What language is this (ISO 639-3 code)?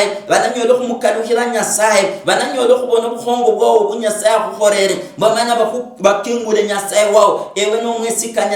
luy